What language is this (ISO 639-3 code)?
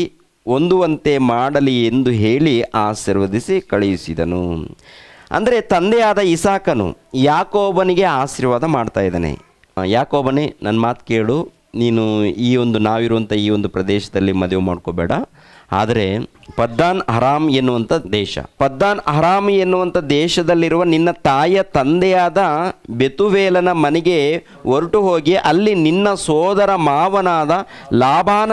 kan